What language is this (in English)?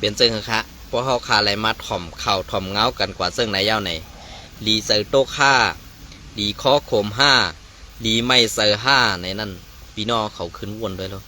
Shan